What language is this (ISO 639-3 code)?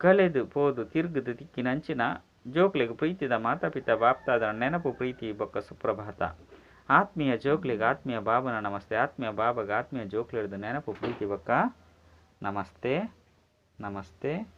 tcy